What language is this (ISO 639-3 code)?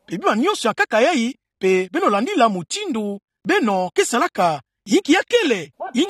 ktu